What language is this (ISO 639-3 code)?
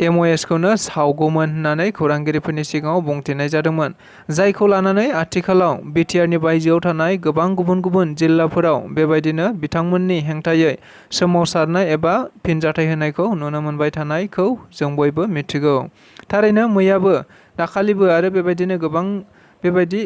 brx